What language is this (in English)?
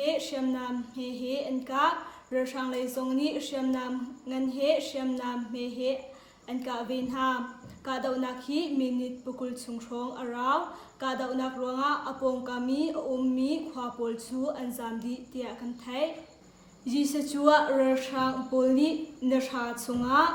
Hakha Chin